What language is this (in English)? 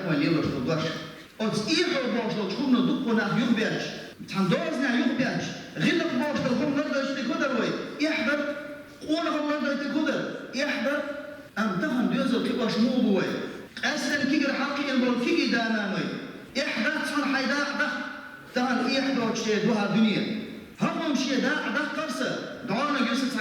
Chechen